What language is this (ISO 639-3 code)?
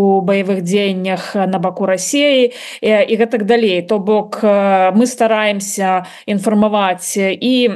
bel